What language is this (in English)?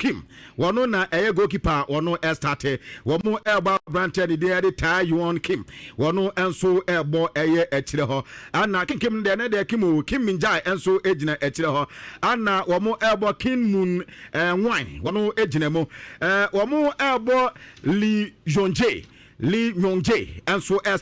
Akan